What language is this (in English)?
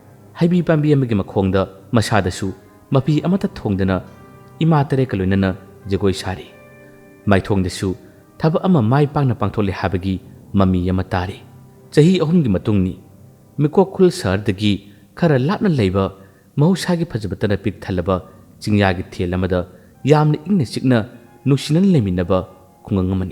Manipuri